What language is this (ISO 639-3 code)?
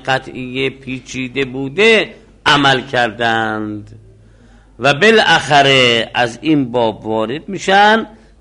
fas